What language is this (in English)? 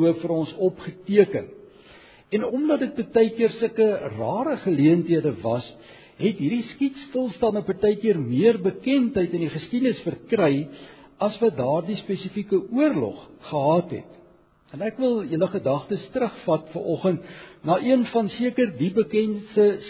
Afrikaans